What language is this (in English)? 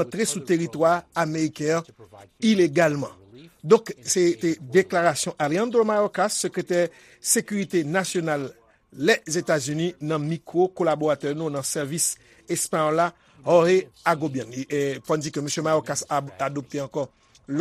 Haitian Creole